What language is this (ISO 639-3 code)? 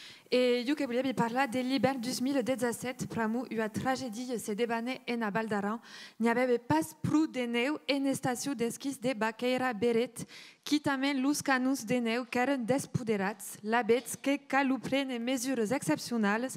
oci